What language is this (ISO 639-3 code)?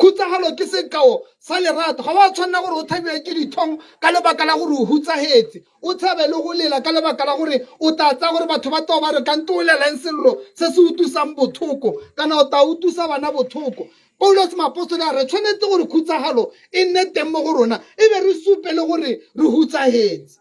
tsn